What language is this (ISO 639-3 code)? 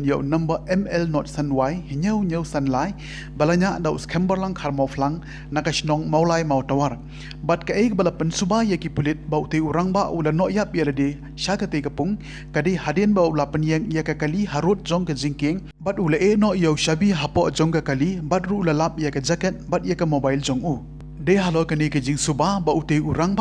kha